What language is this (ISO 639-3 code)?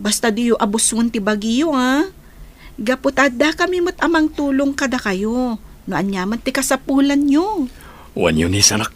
ilo